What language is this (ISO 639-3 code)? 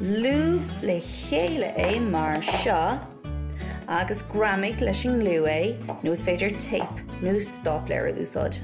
gle